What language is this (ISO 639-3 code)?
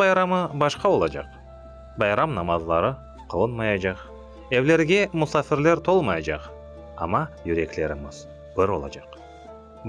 crh